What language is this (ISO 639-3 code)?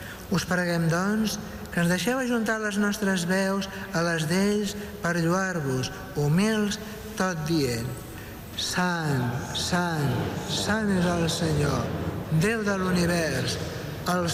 cat